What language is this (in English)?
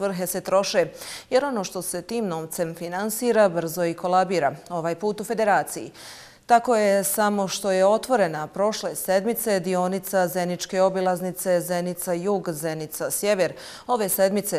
Bosnian